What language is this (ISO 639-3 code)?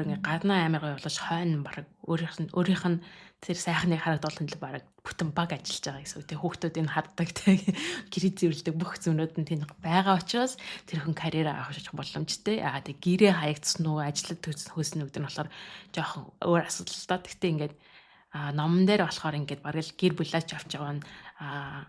mon